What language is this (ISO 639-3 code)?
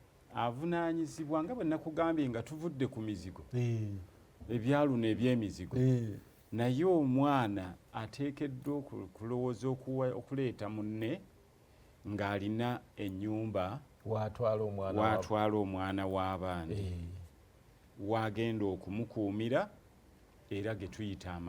lug